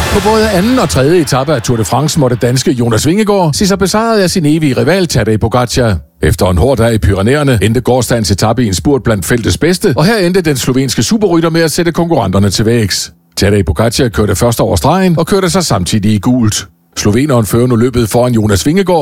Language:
Danish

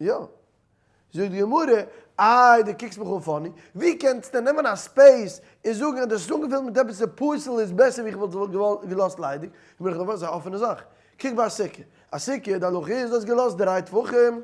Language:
Yiddish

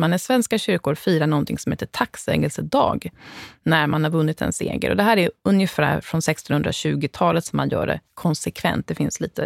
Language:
Swedish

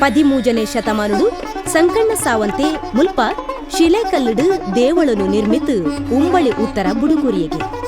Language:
Tulu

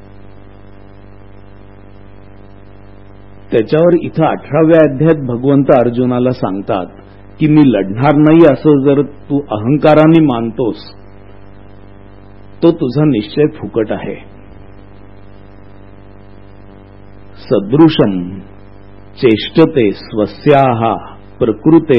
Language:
Marathi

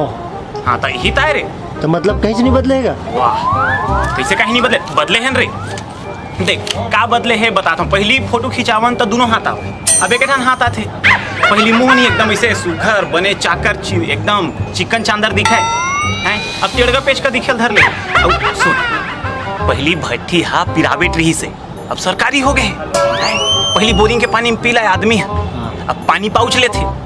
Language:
Chhattisgarhi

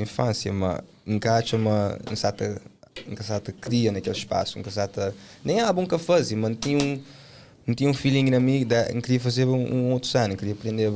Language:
Kabuverdianu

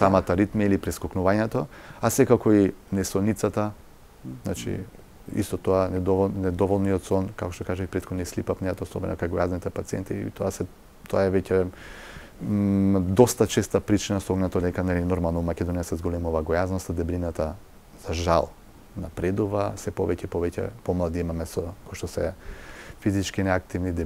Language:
Macedonian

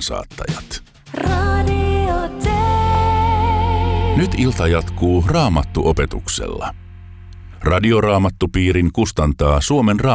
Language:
Finnish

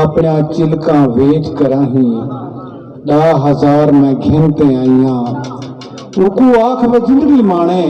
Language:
Saraiki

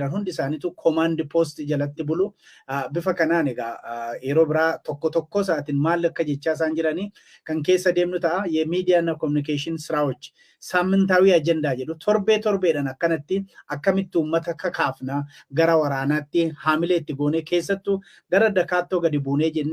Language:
Oromo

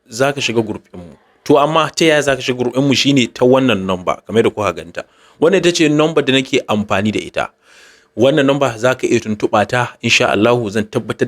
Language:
Hausa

